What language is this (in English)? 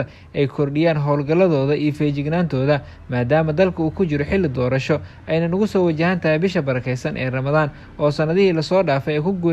Somali